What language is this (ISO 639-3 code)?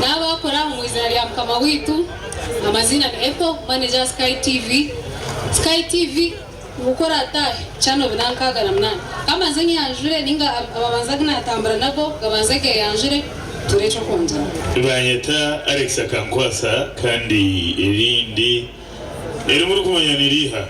nyn